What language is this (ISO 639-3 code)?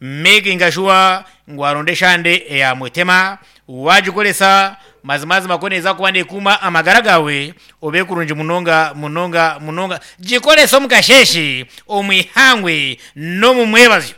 nyn